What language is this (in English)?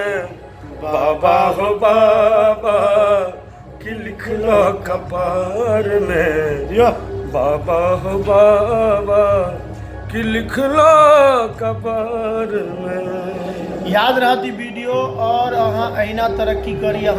Maithili